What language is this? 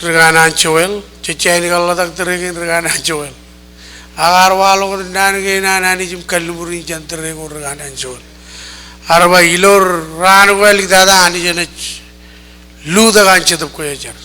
Marshallese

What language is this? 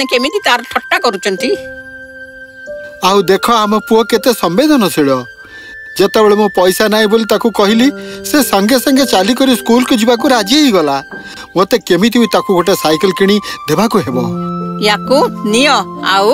Odia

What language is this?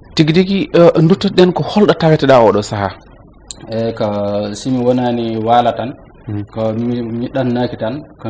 Fula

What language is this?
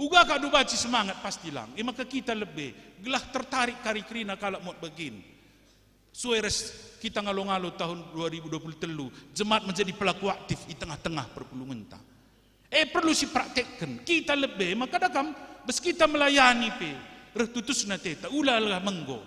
Batak Karo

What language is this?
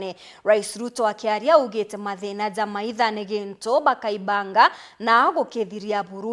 Meru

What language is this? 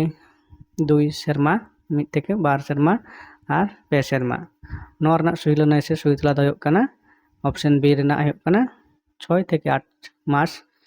Santali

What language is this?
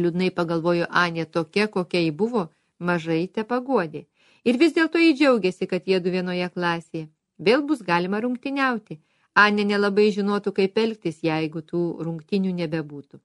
Lithuanian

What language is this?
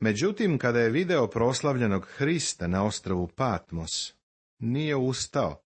Serbian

